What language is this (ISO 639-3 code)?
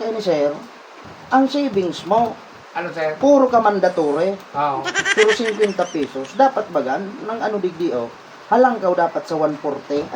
bik